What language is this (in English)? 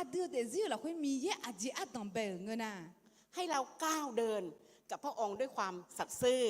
Akha